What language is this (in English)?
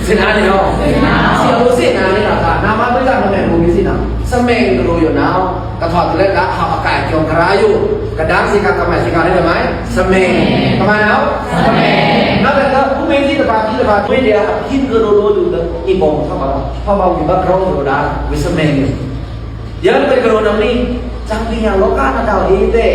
Pa'o Karen